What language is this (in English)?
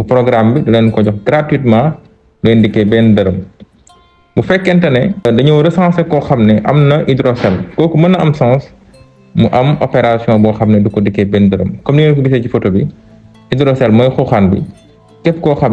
Wolof